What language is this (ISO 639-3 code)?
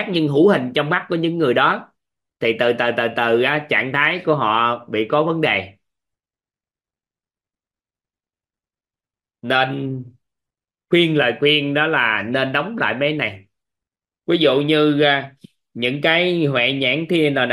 vie